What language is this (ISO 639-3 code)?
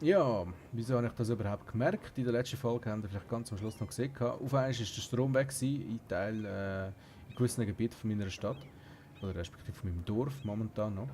gsw